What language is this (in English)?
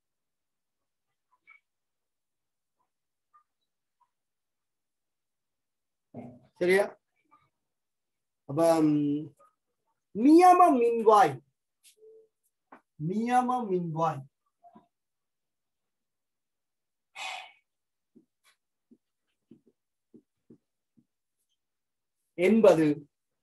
Tamil